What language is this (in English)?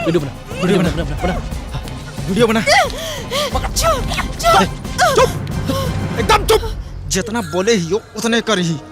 Magahi